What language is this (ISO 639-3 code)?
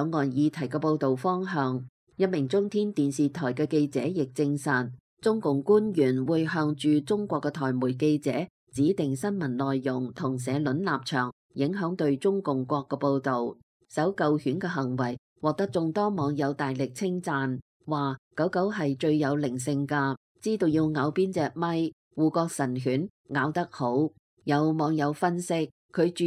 yue